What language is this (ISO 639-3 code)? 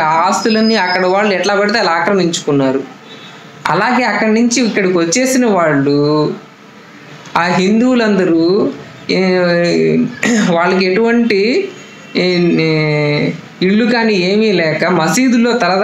tel